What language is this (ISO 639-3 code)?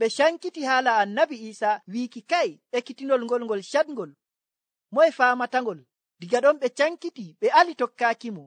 fuv